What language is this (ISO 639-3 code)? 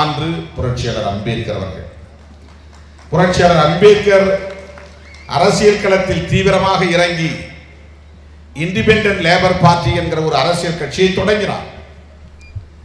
tam